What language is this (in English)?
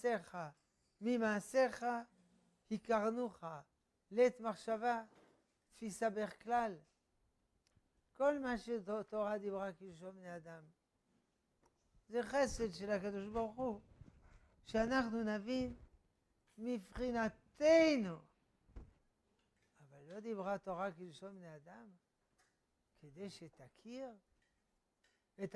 Hebrew